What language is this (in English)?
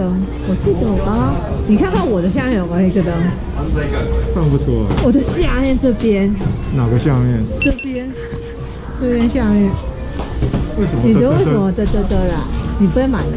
Chinese